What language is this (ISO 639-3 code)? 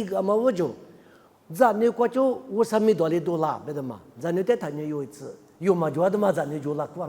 lis